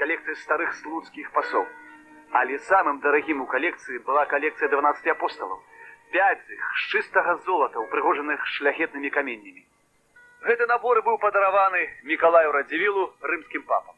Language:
Belarusian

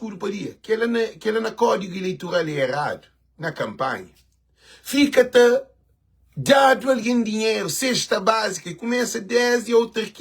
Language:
Kabuverdianu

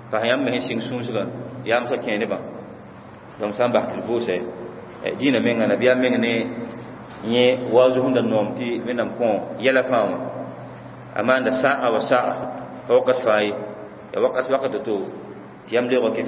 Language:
Mossi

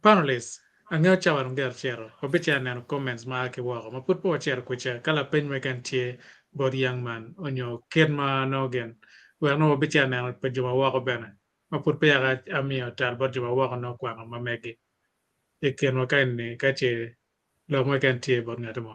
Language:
Acoli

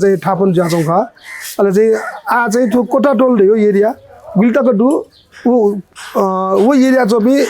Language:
Newari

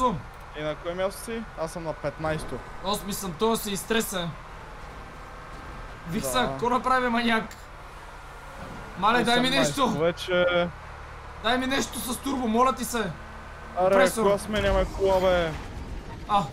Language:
Bulgarian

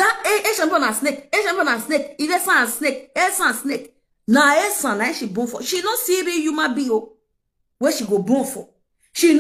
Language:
Nigerian Pidgin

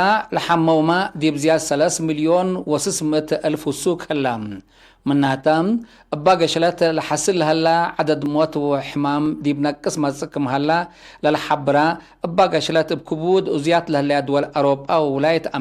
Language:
Tigre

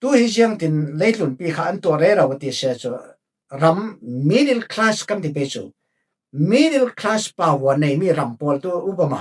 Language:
Falam Chin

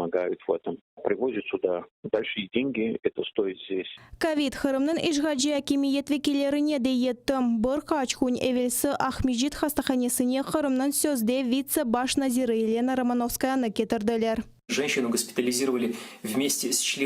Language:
Crimean Tatar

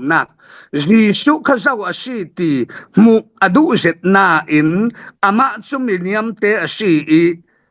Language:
Falam Chin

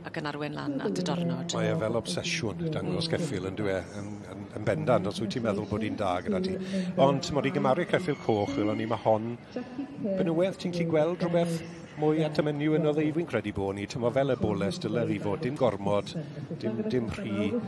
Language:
Welsh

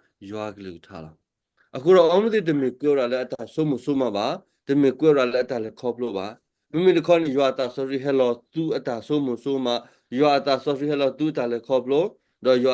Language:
S'gaw Karen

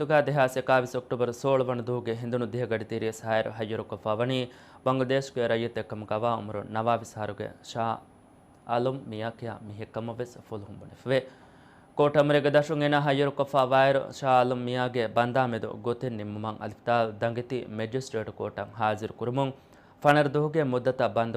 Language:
Divehi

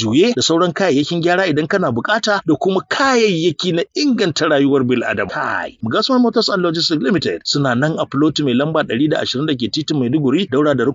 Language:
Hausa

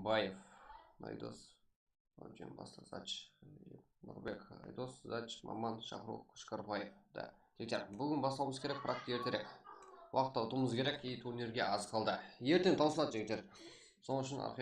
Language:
Kara-Kalpak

